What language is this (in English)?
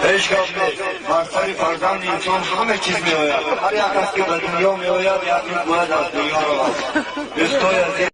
Tajik